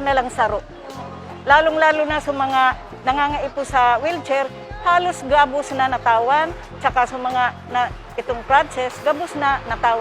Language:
Bikol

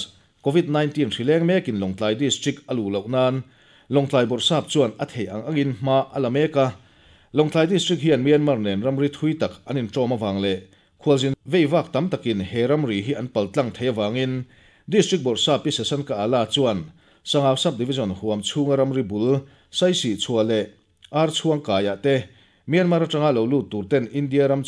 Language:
Mizo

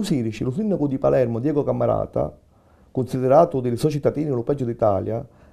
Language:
Sicilian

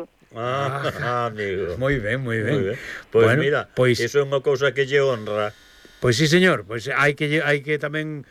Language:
Galician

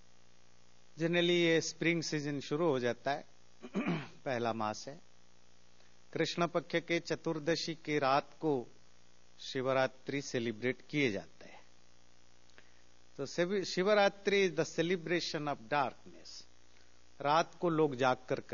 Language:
Hindi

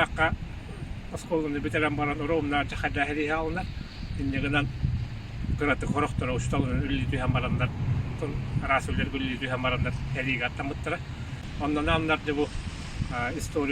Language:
Yakut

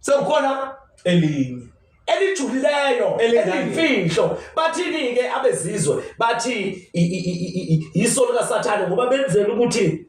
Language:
Zulu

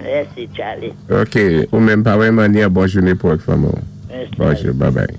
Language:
Saint Lucian Creole French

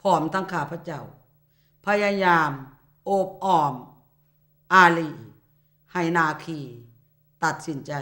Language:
Lao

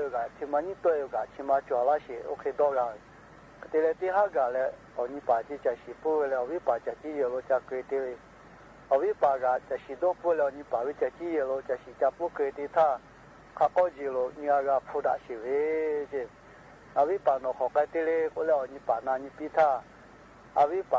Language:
Lahu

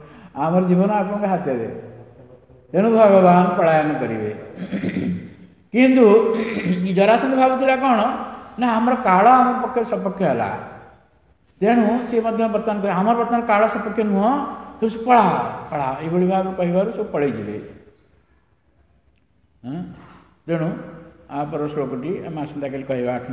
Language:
Odia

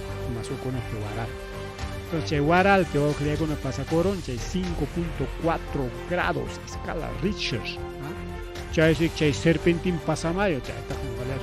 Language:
Ayacucho Quechua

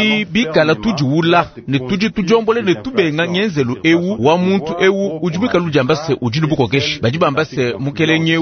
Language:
Luba-Lulua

